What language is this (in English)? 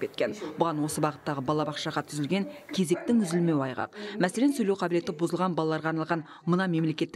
Kazakh